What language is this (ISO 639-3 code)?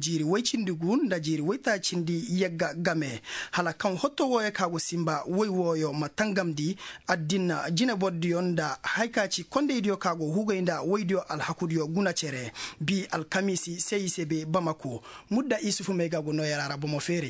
ses